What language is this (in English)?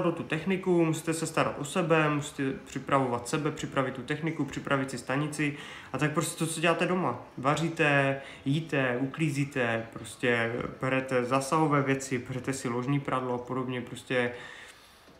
Czech